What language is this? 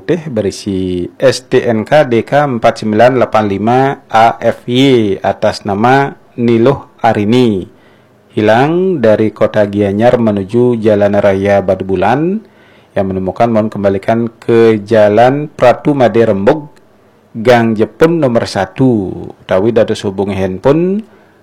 Balinese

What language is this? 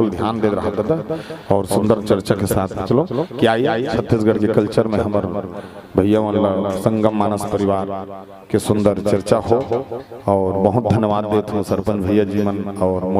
Chhattisgarhi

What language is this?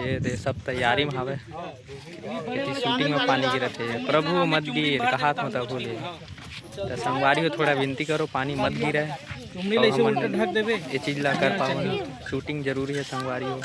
Chhattisgarhi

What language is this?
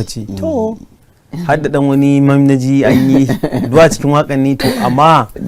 Hausa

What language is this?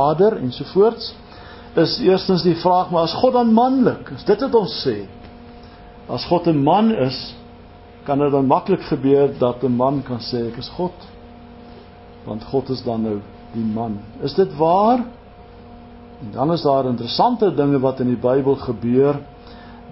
Afrikaans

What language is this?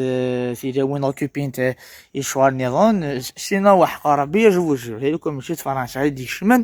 Kabyle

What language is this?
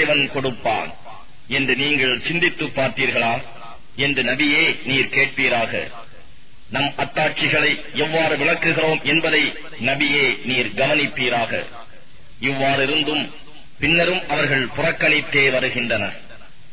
Tamil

